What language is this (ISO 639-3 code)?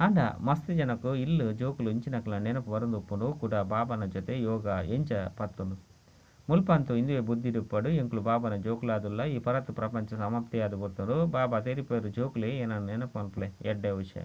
tcy